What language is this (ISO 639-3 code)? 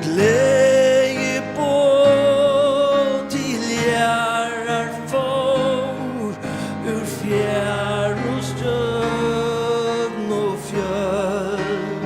fao